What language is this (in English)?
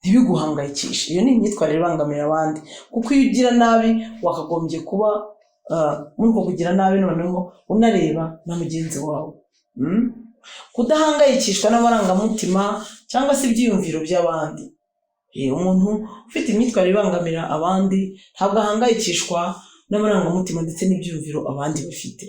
Kinyarwanda